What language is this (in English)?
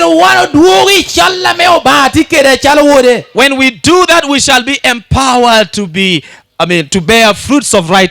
Lango (Uganda)